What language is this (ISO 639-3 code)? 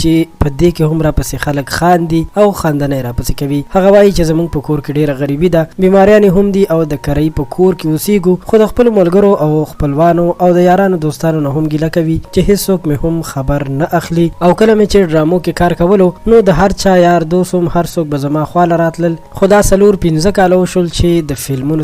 pus